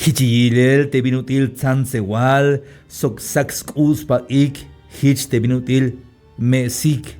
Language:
Tzeltal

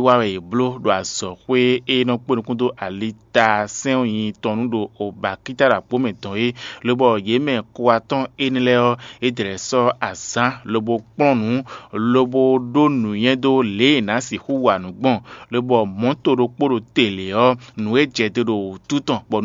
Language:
Fon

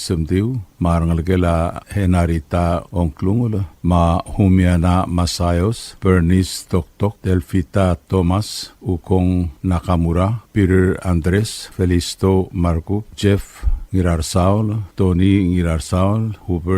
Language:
Palauan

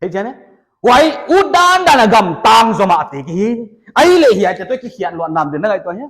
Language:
Paite Chin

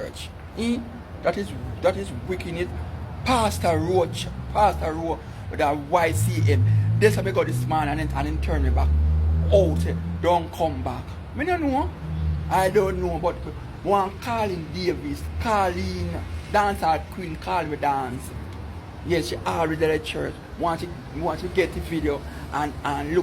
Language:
Jamaican Creole English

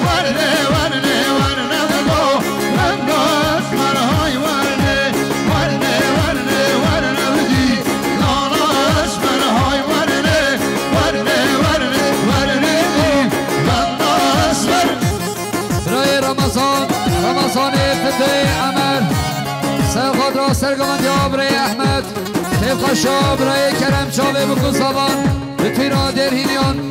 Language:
Kurdish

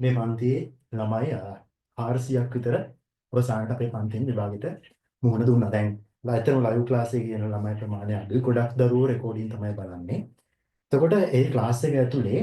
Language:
Sinhala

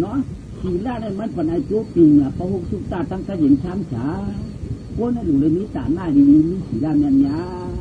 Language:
Shan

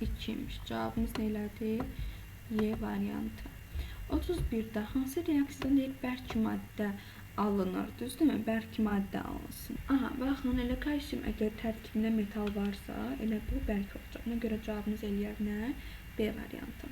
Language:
Azerbaijani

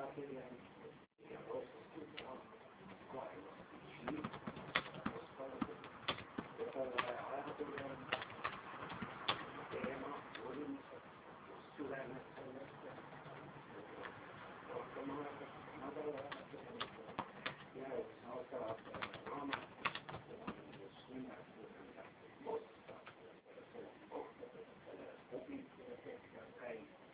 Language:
Estonian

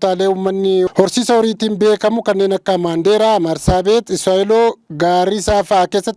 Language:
Oromo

